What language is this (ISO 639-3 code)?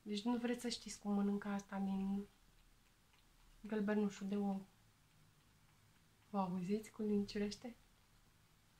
ron